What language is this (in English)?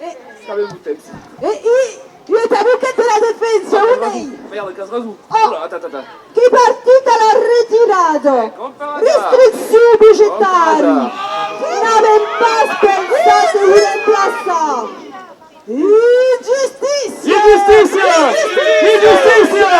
Occitan